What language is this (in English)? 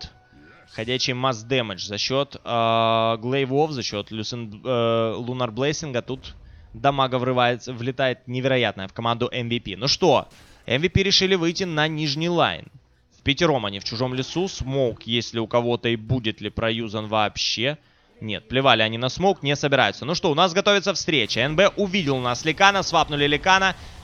Russian